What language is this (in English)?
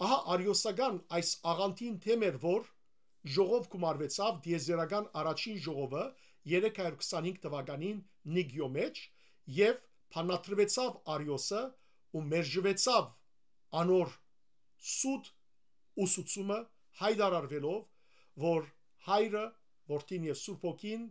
Western Armenian